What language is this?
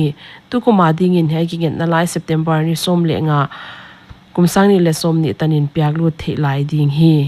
Paite Chin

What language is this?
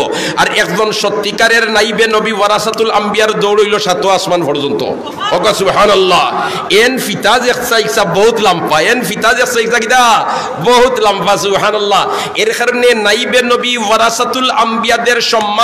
Sylheti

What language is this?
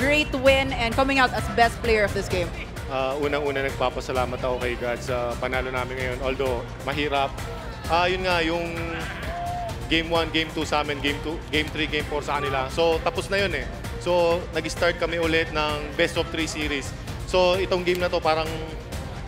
Filipino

